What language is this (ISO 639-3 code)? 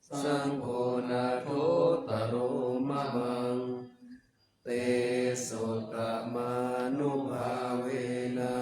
pli